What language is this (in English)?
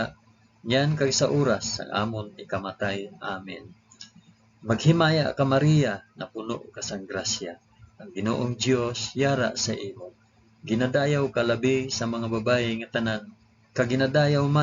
Hiligaynon